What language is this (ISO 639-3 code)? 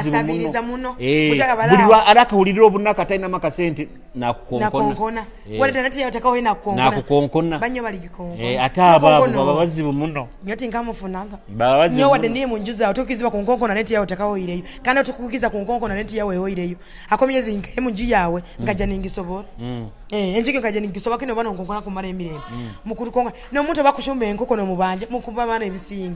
nyo